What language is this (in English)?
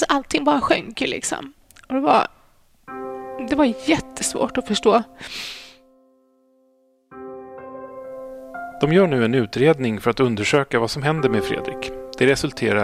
Swedish